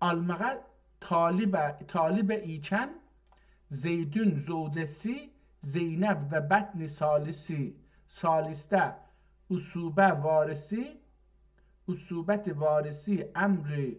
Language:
South Azerbaijani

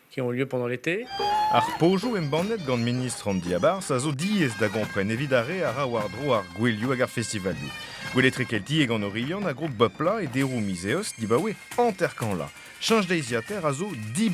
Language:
Breton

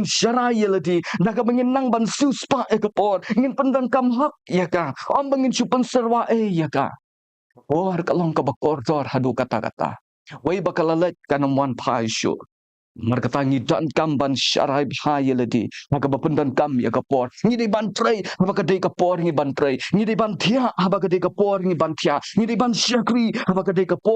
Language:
Khasi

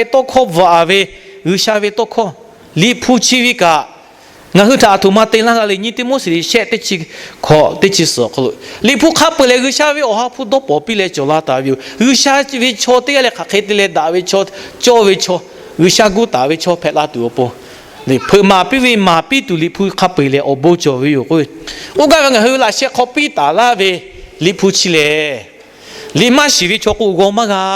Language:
Lahu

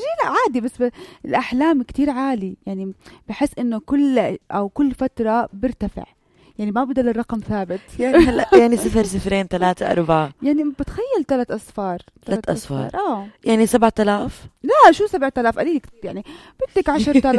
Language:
North Levantine Arabic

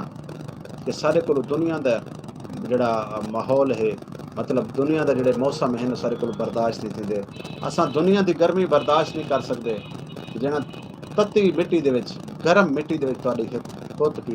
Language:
Saraiki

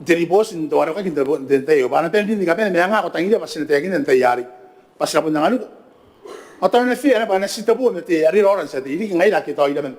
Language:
Gilbertese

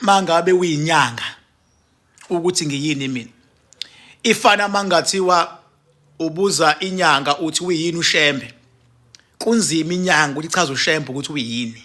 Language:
Zulu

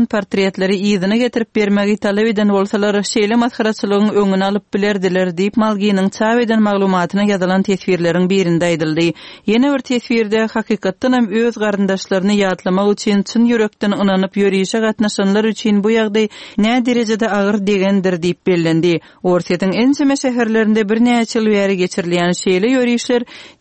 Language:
Turkmen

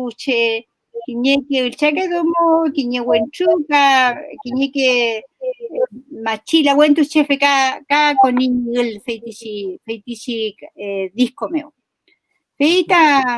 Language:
Mapuche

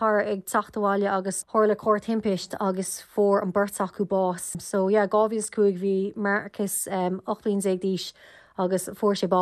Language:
Irish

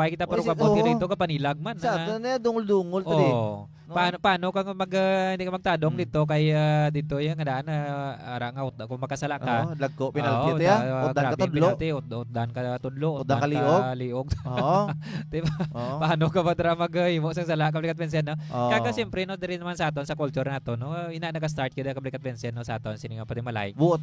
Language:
Hiligaynon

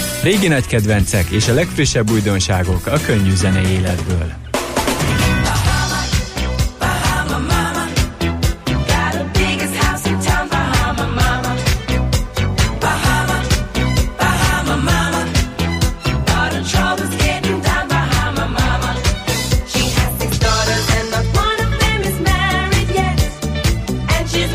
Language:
Hungarian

